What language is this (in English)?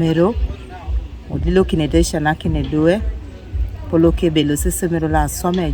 Teso